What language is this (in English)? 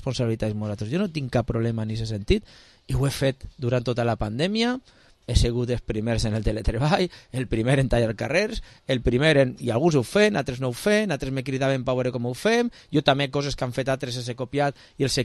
Catalan